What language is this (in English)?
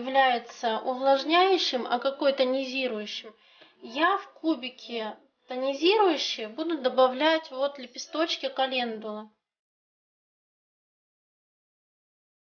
Russian